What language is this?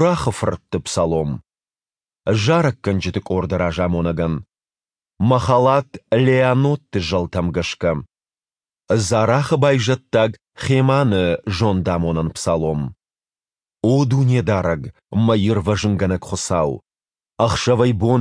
Ossetic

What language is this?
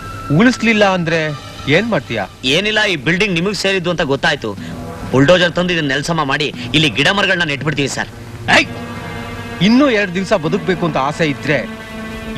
Kannada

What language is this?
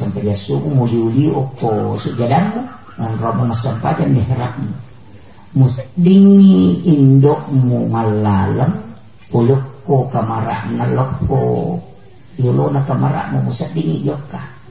Buginese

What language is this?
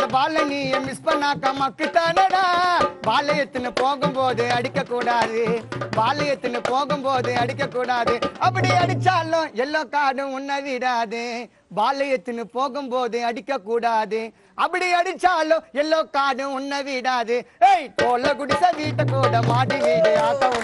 Tamil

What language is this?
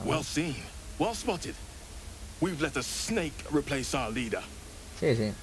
Asturian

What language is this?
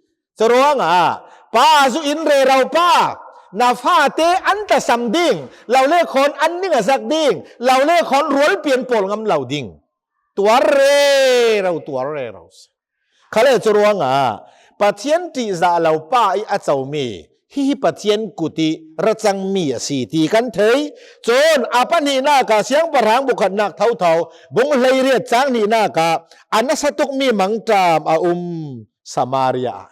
Hakha Chin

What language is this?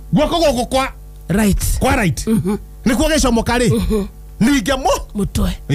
Kikuyu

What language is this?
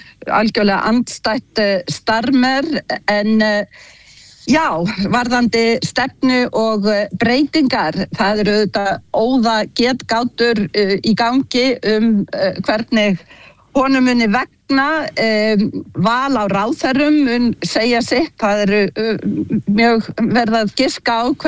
Icelandic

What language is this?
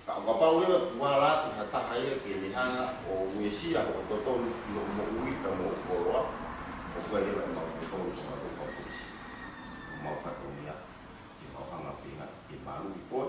Tongan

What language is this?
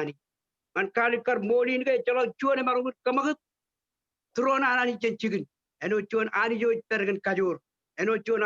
Marshallese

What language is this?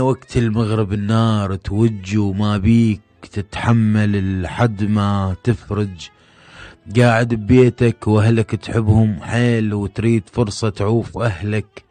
Mesopotamian Arabic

